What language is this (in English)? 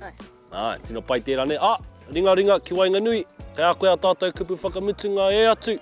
Māori